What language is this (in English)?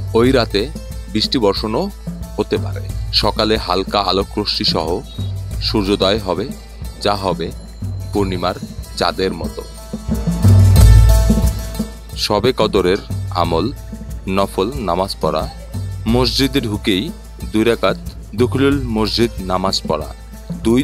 Bangla